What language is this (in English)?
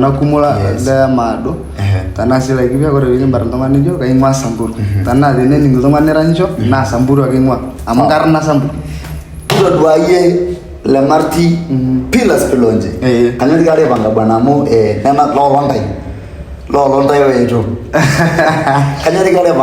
Masai